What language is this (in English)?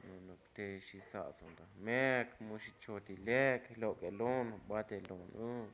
Tzotzil